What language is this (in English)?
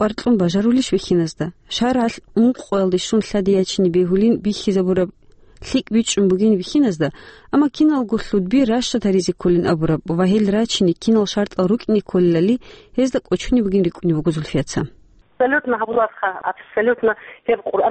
Avaric